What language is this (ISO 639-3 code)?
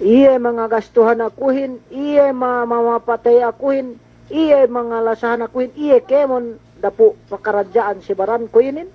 yka